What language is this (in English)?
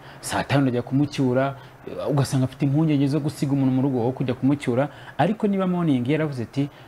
Kinyarwanda